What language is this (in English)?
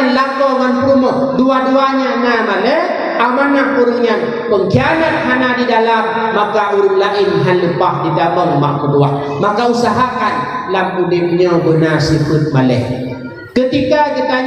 Achinese